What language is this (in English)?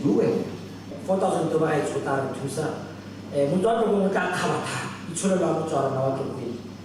Tswana